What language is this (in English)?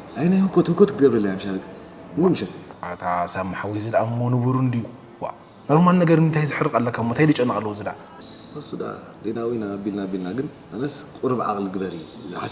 Tigrinya